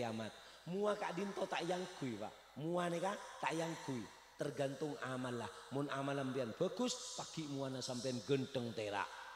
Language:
Madurese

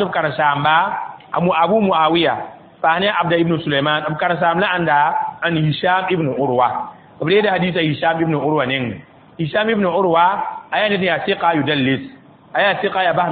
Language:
Mossi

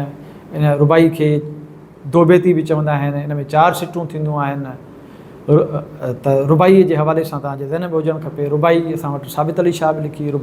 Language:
Sindhi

